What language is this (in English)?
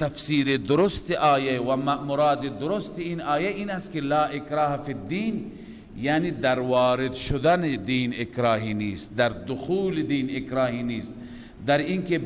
Persian